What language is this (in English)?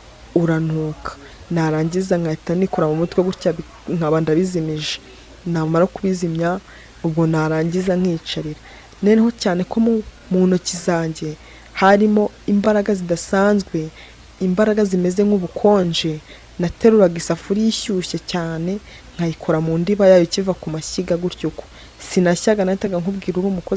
Kinyarwanda